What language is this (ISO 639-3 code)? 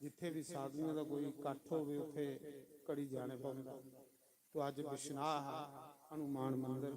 doi